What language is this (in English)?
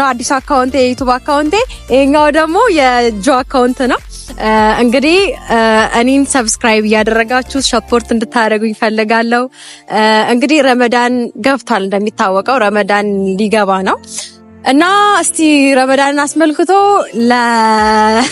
Amharic